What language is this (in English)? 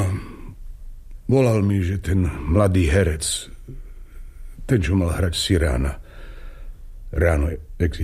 Slovak